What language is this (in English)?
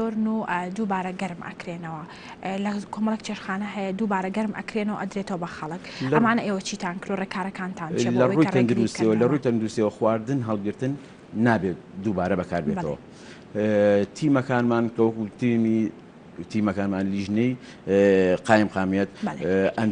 Central Kurdish